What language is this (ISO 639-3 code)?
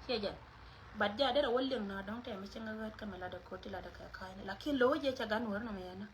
nus